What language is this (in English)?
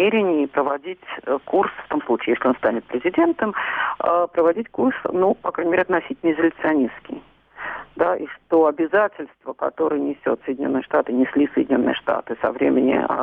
Russian